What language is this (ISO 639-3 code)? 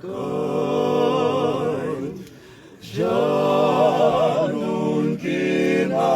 tsn